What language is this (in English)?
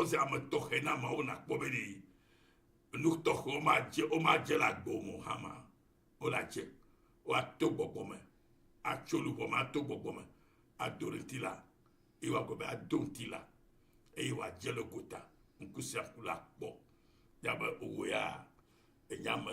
Ewe